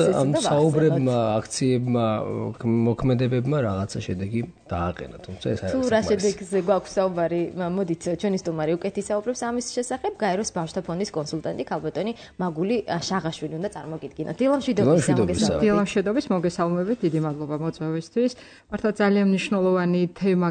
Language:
Georgian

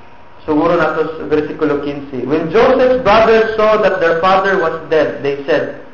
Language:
Cebuano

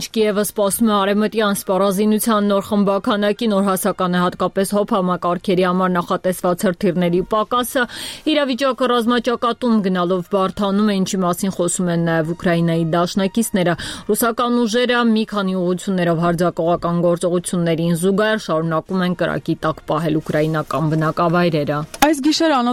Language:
Armenian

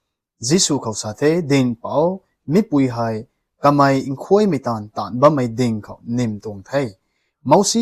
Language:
Rongmei Naga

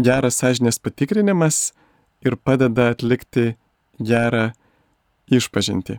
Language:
Lithuanian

